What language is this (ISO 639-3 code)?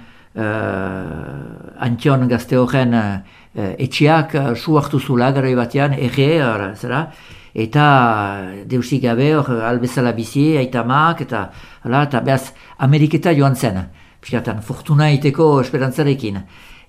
eus